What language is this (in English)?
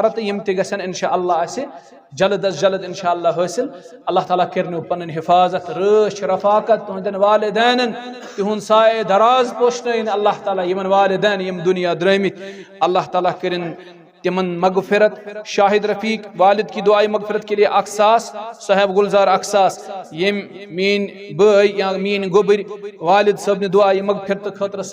Kashmiri